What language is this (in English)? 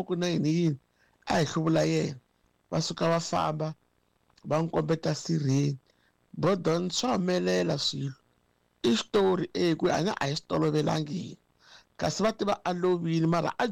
Tsonga